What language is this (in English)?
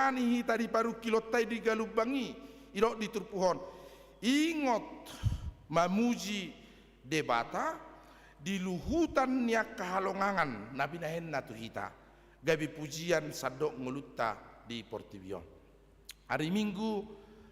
Batak Toba